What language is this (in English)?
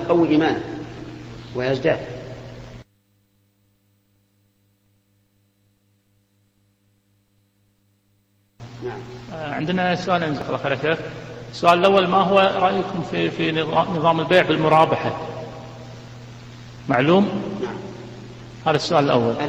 Arabic